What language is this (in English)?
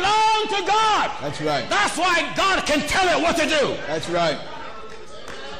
English